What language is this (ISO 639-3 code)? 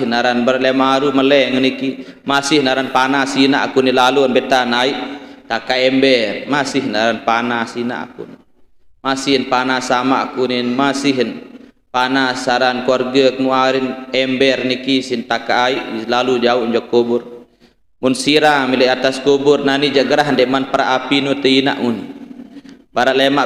sas